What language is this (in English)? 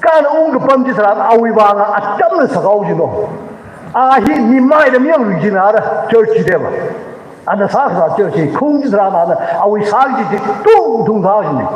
Tangkhul Naga (India)